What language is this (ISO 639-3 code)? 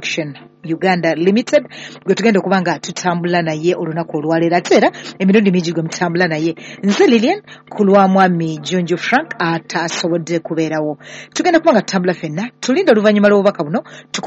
lug